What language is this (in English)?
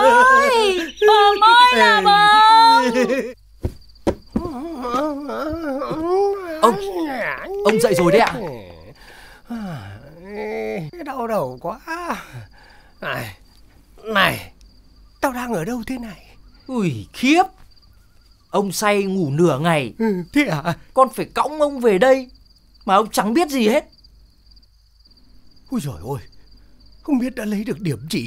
Vietnamese